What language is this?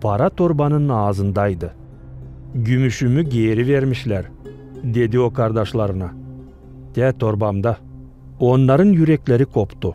Gagauz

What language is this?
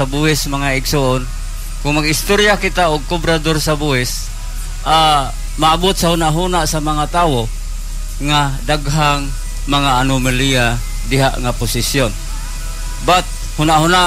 Cebuano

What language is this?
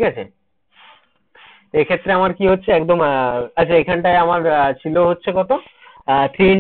Bangla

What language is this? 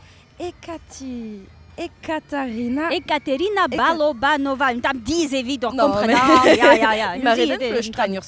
Breton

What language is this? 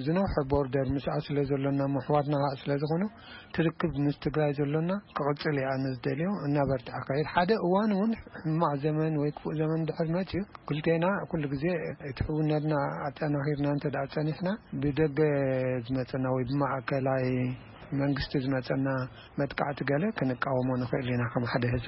Tigrinya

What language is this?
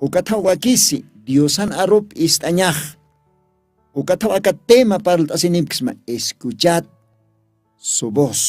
Aymara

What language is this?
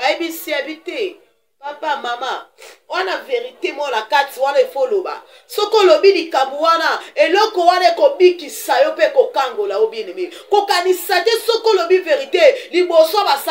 Lingala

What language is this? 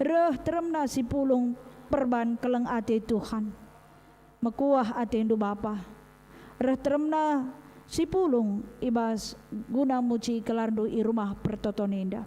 Batak Karo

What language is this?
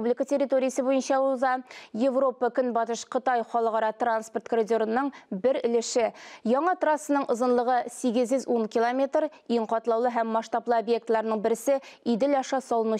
Tatar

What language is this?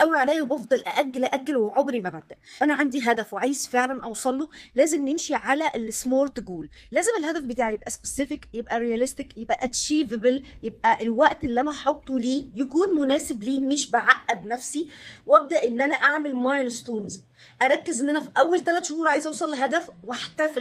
Egyptian Arabic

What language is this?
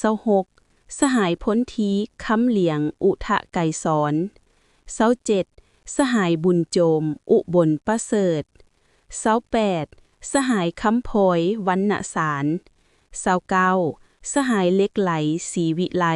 Lao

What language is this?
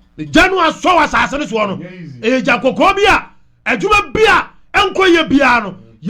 Akan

